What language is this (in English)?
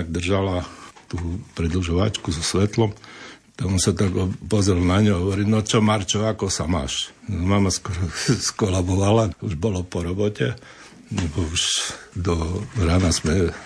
Slovak